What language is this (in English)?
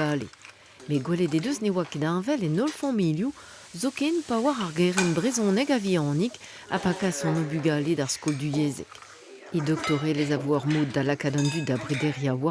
Breton